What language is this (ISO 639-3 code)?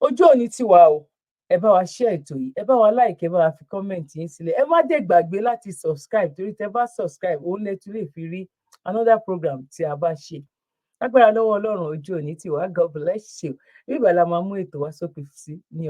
yor